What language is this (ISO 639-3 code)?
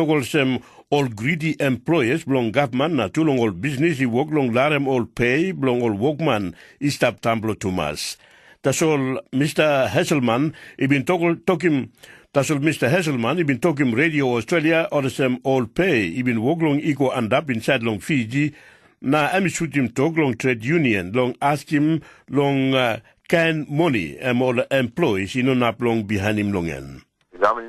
tpi